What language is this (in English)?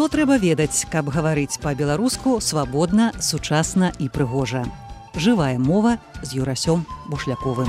Belarusian